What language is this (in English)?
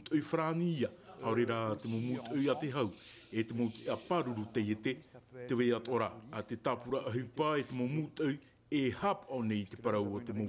Tahitian